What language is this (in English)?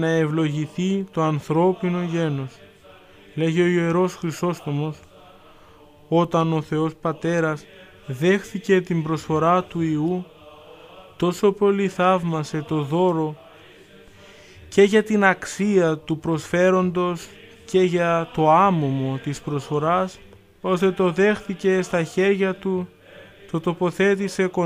Greek